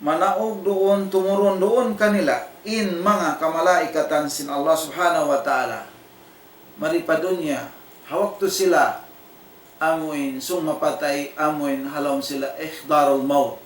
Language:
Tausug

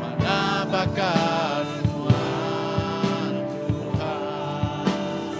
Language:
Iban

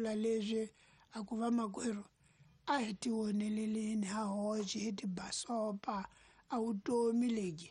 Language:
Tsonga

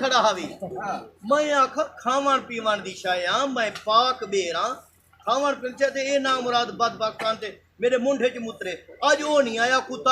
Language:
Saraiki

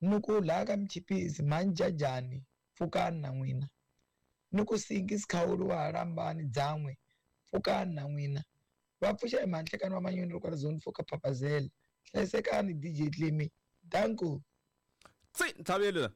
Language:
Tsonga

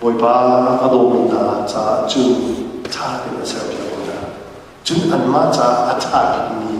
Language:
Hakha Chin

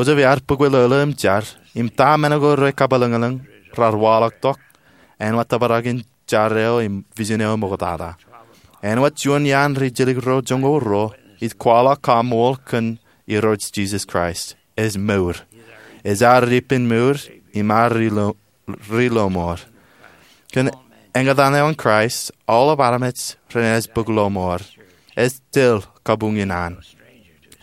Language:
Marshallese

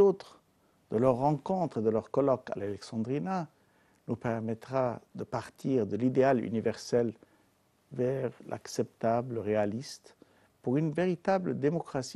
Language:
French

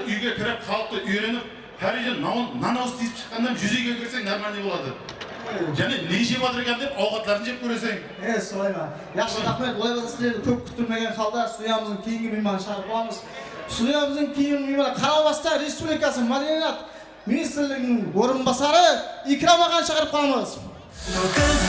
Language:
Kara-Kalpak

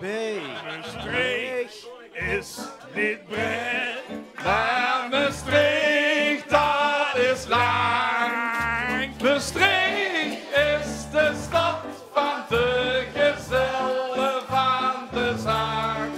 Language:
Limburgish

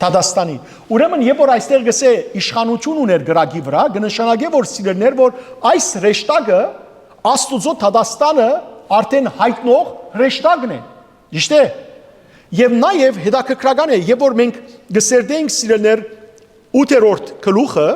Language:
Western Armenian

